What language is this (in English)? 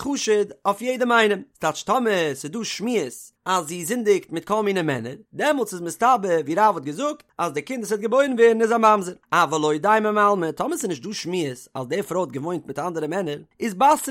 Yiddish